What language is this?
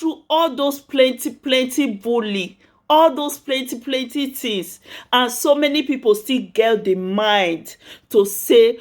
Nigerian Pidgin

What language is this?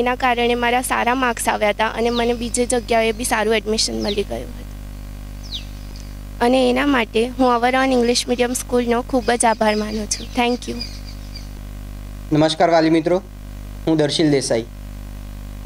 Gujarati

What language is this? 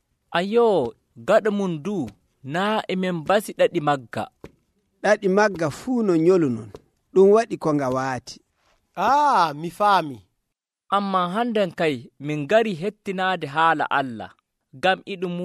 Nigerian Fulfulde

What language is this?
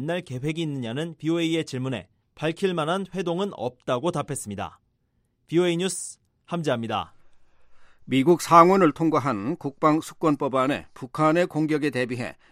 Korean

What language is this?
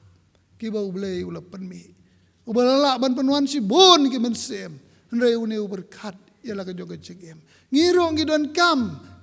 Khasi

